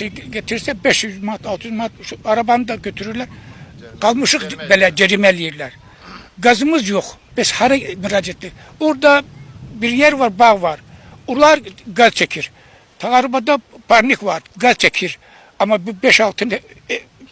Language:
Azerbaijani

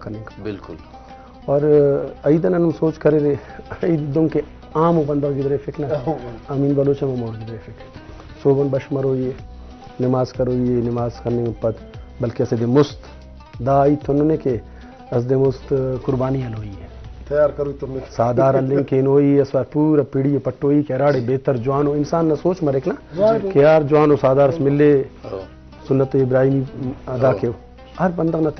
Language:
Brahui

